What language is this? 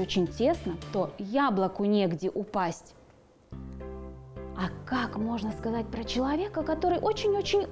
Russian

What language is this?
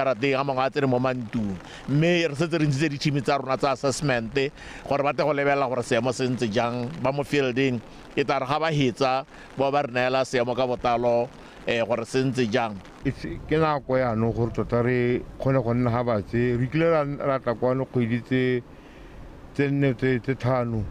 Tswana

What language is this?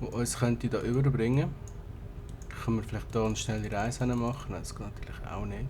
Swiss German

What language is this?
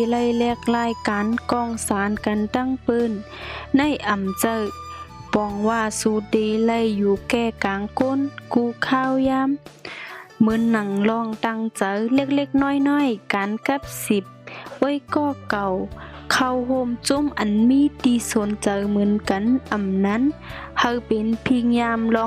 Shan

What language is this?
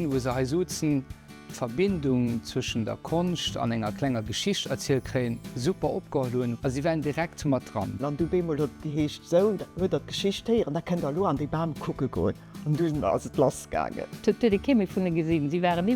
Luxembourgish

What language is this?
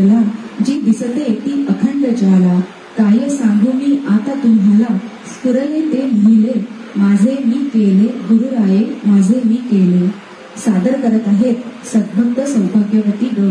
Marathi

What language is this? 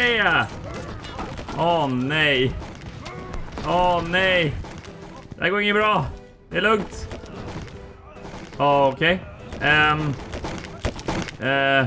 Swedish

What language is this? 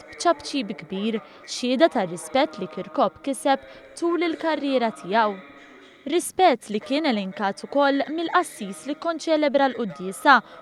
Maltese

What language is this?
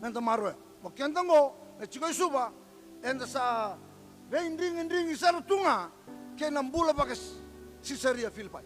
Fijian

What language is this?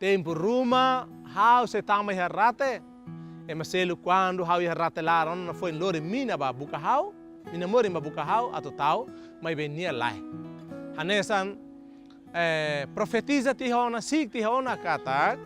Tetum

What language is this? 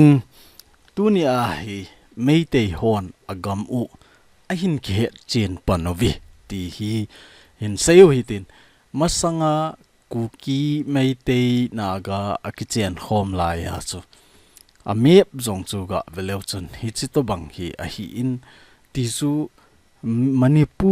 Thado Chin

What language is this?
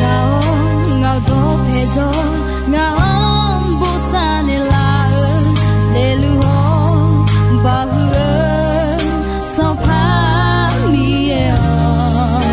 Akha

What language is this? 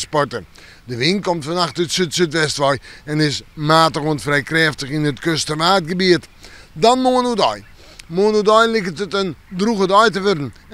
Western Frisian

